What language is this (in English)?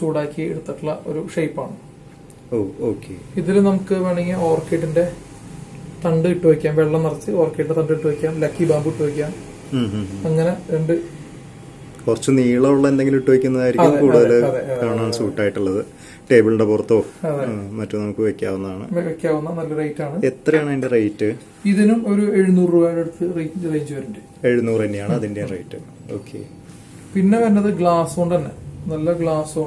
Malayalam